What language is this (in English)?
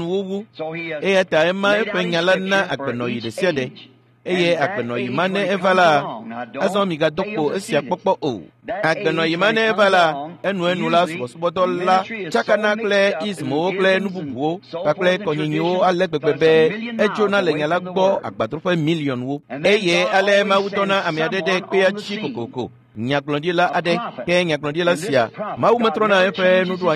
Ewe